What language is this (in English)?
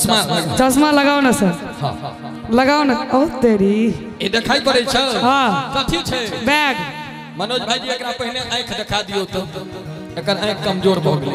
Maithili